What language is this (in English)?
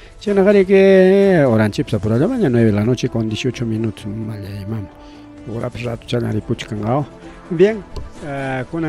Ayacucho Quechua